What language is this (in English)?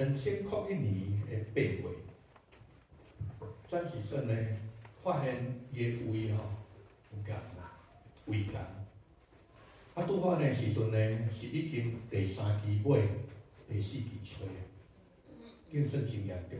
Min Nan Chinese